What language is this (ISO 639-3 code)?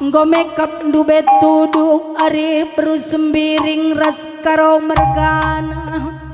btx